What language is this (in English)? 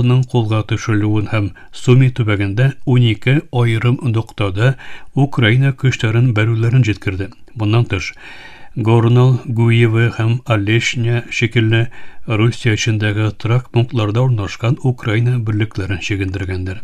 Tatar